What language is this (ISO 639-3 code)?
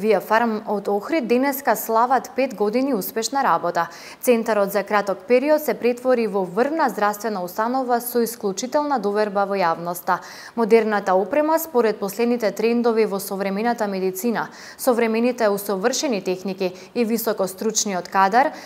mkd